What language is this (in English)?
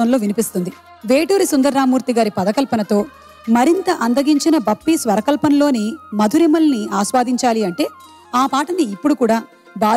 Telugu